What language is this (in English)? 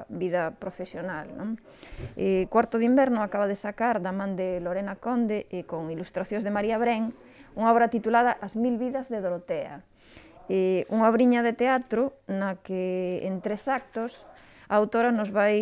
Galician